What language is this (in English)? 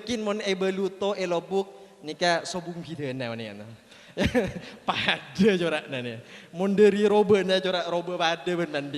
Madurese